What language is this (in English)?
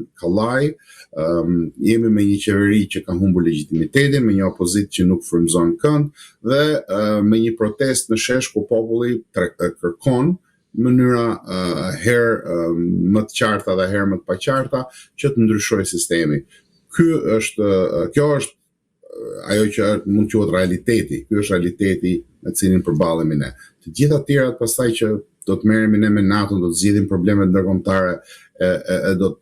Albanian